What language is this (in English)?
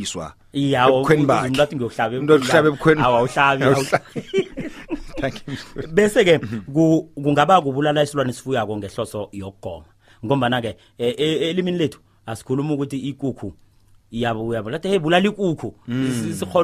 South Ndebele